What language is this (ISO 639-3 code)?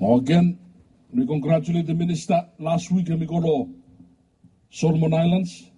bis